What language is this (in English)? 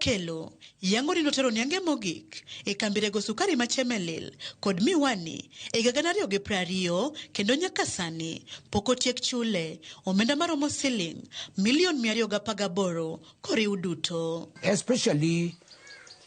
Luo (Kenya and Tanzania)